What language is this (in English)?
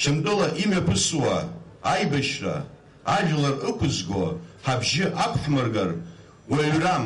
Abkhazian